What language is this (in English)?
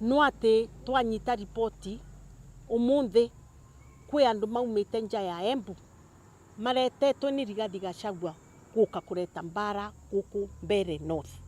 Meru